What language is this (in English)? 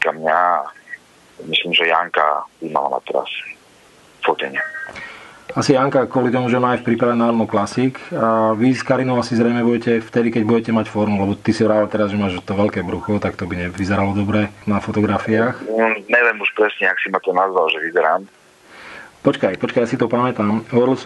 Slovak